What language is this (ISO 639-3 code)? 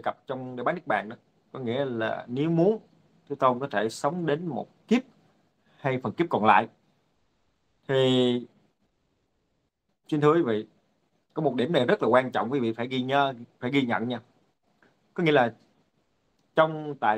vie